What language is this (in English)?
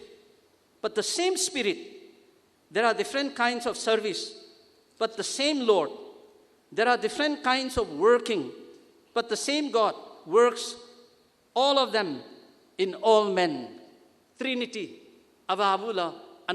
Tangkhul Naga (India)